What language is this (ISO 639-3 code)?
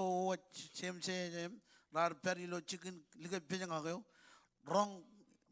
mah